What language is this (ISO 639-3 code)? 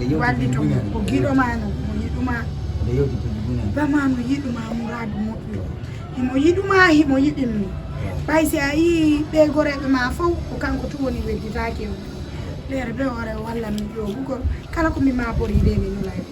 ful